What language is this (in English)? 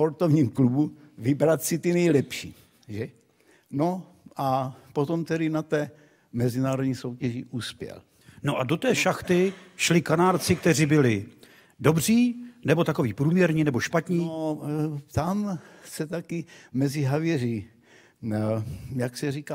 Czech